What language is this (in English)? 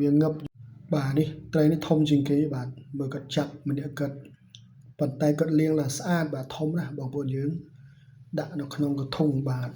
Khmer